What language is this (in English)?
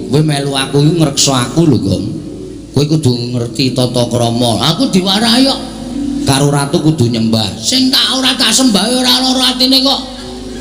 Javanese